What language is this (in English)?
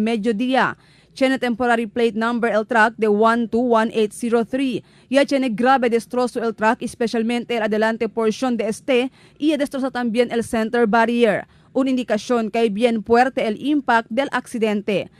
Chavacano